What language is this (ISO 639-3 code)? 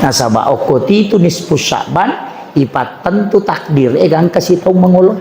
bug